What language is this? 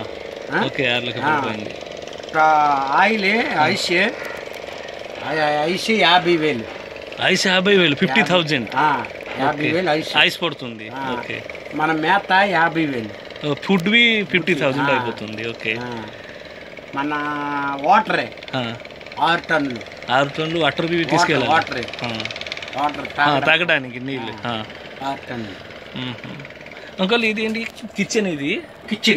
Telugu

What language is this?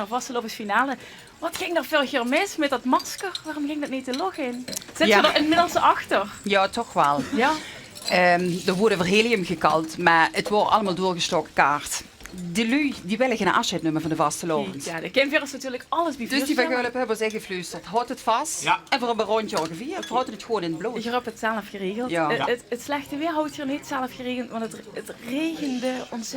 Limburgish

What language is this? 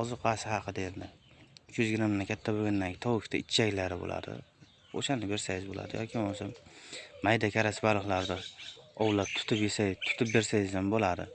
Uzbek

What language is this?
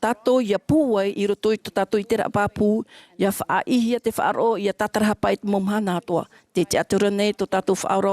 Tahitian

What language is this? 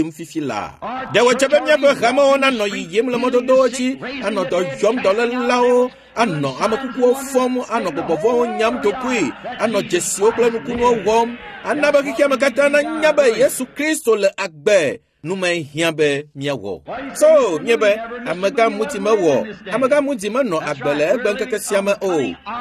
Ewe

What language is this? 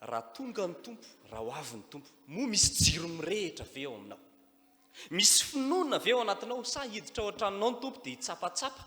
Malagasy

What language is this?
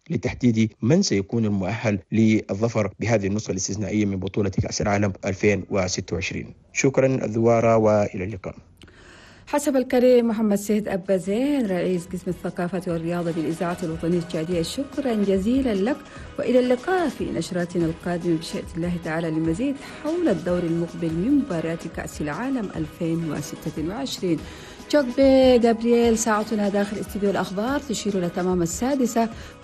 Arabic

